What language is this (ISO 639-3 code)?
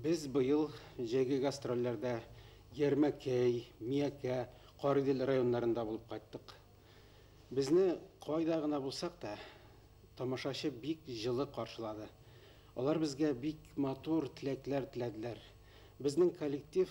bak